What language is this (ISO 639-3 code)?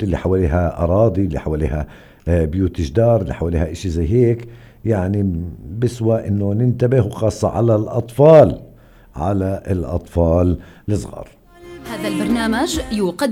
apc